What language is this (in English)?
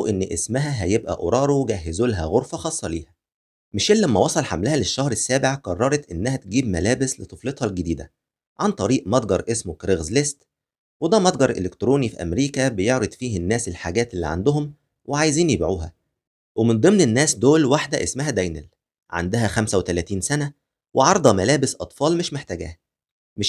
Egyptian Arabic